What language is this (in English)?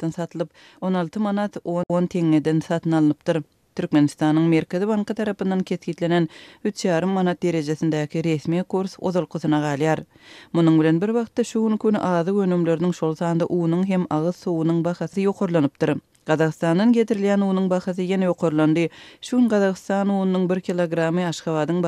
Turkmen